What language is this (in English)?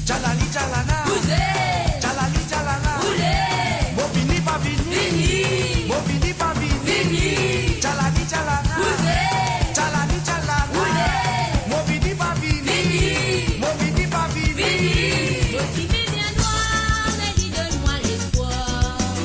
Morisyen